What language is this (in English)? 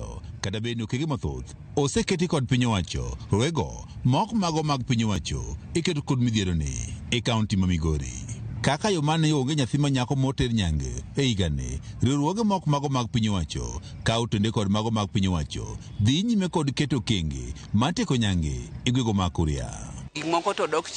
Luo (Kenya and Tanzania)